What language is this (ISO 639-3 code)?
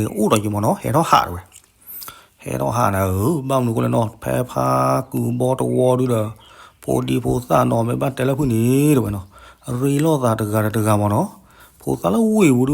ksw